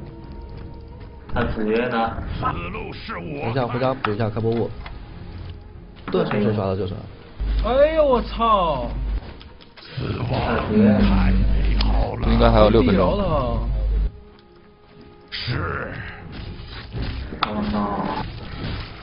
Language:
Chinese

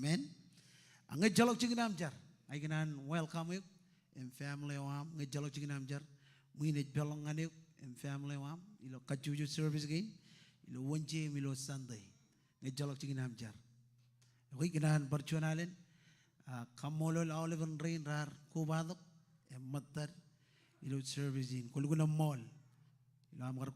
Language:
Marshallese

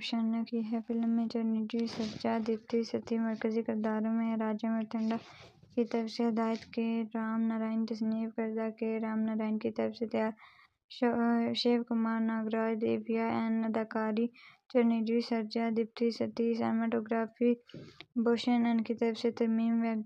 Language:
Urdu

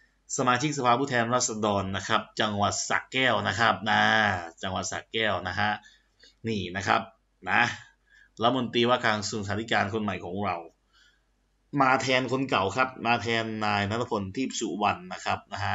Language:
Thai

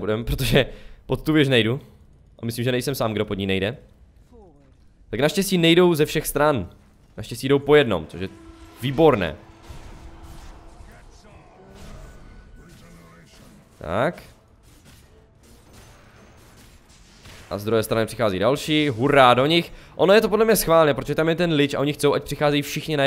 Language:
Czech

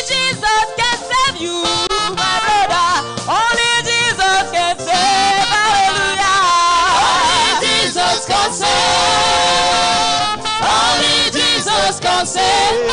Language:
Ewe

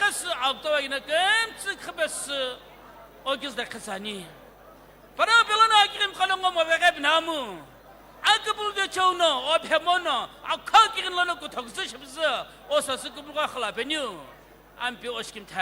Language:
Sumi Naga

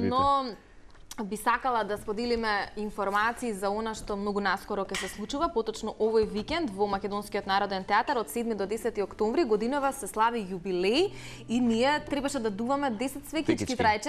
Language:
Macedonian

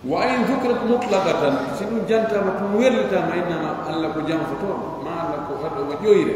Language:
Pular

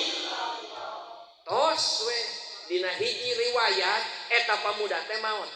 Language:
Sundanese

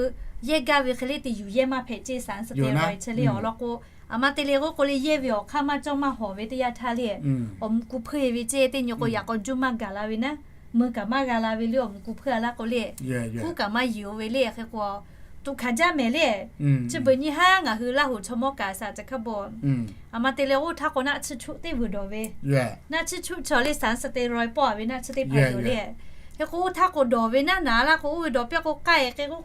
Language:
Lahu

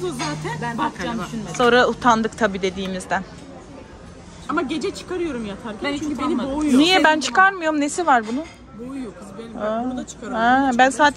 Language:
Turkish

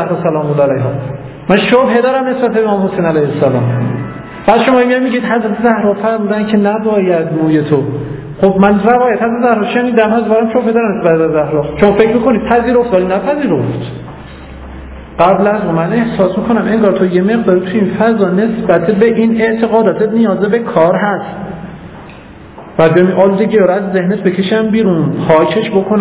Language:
Persian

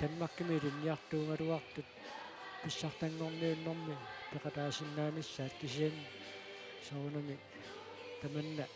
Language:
Kalaallisut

